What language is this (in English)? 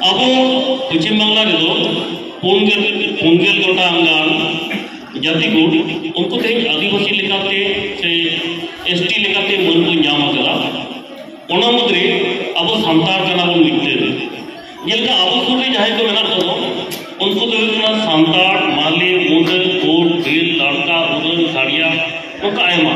Santali